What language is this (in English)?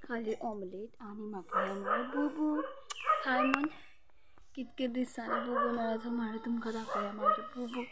Konkani